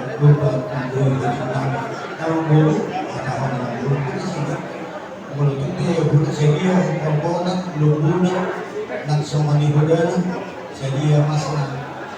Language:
Batak Toba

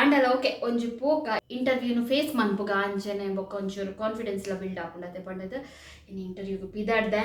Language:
Tulu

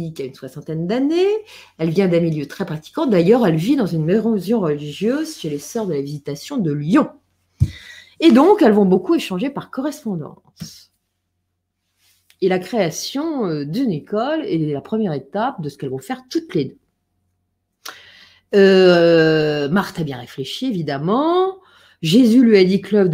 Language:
French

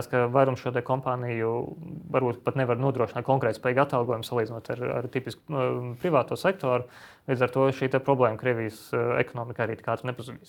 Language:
Latvian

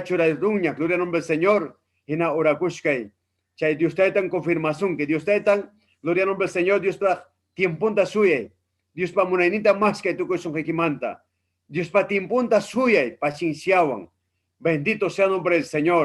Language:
Ayacucho Quechua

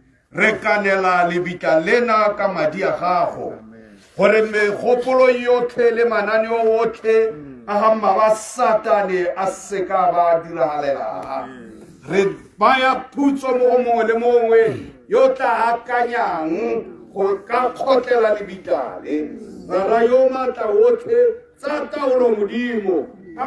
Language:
Tswana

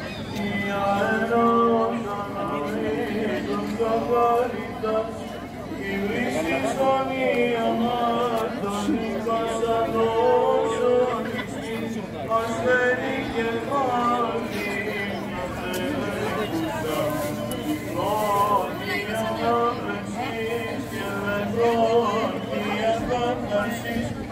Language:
Greek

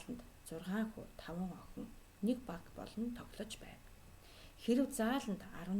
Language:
Mongolian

